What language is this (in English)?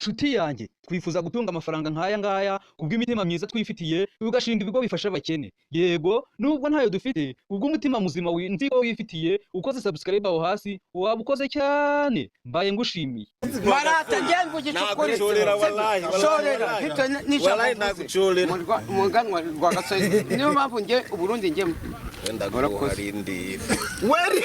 Kinyarwanda